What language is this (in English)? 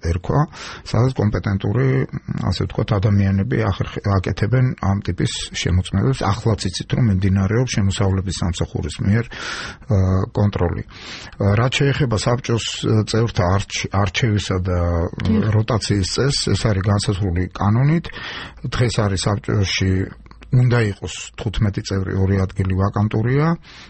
Georgian